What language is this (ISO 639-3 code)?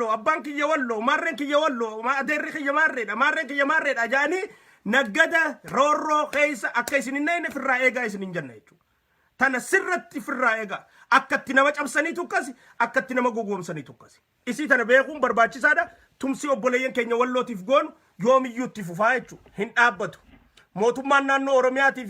orm